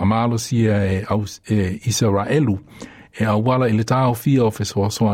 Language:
Samoan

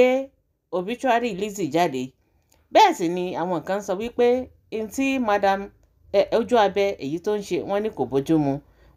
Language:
Yoruba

